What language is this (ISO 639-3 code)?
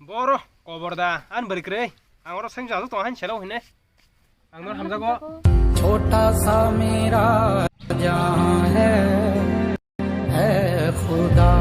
trp